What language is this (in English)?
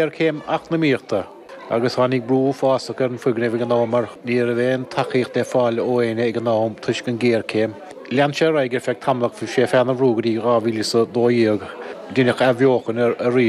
Irish